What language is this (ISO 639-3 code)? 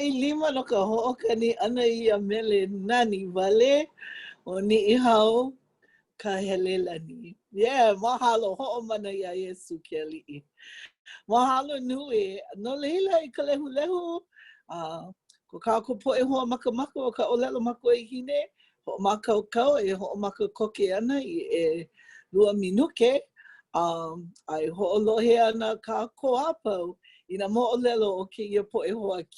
haw